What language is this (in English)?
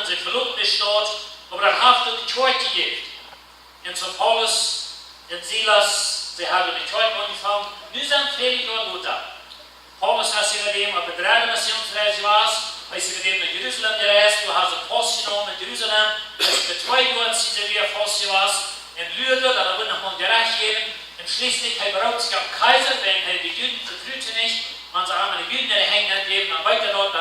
Plautdietsch